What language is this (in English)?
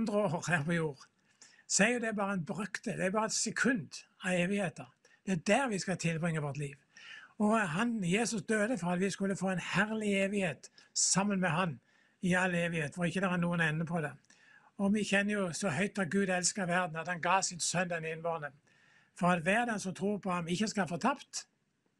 Norwegian